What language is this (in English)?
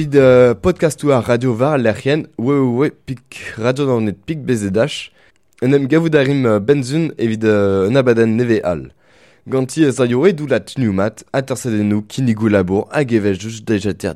Breton